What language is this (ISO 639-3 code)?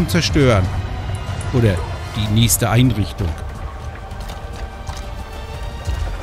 deu